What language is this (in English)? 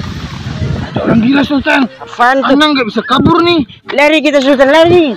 Banjar